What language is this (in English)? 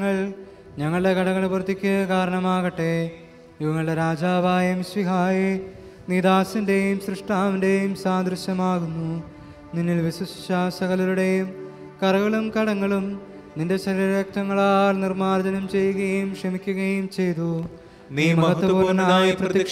Malayalam